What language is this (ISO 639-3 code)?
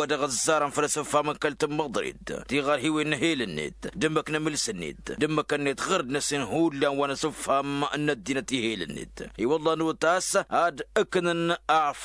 taq